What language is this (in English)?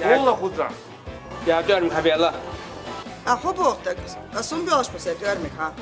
Chechen